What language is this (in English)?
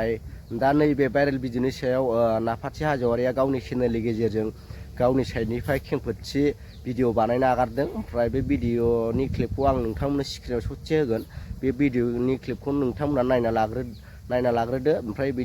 Bodo